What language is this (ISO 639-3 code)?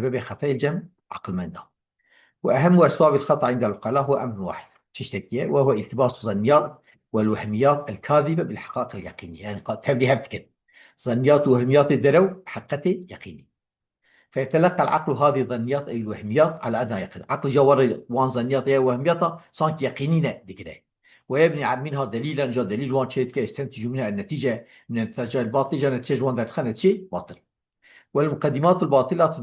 kur